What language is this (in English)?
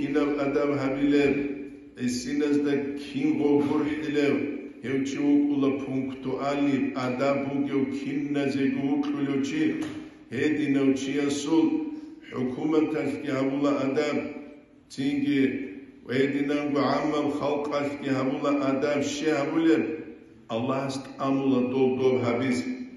Avaric